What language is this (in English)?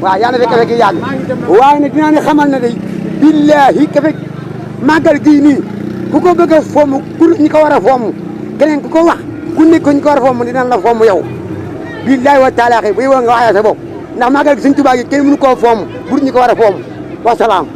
Wolof